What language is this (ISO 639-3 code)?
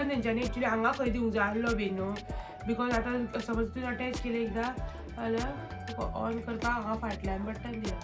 kok